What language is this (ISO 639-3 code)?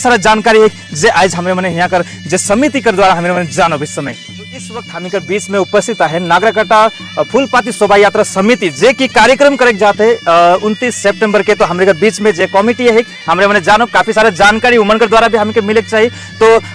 sck